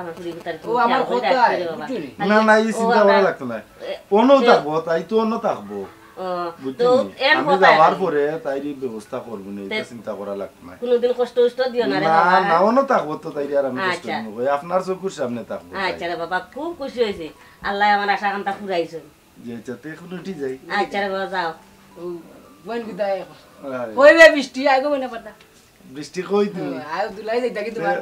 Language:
Sylheti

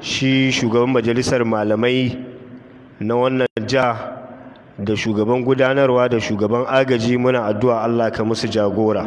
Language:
Hausa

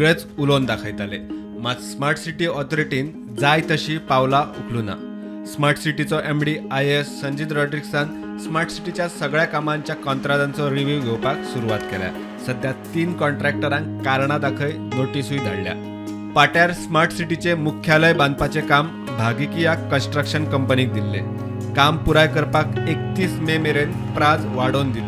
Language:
Konkani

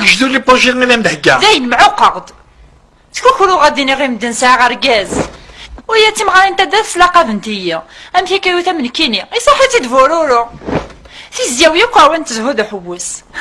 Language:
Kabyle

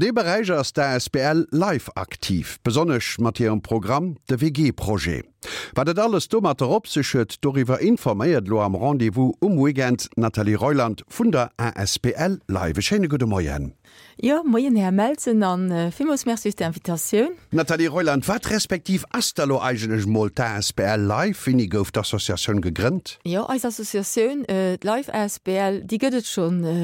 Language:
Luxembourgish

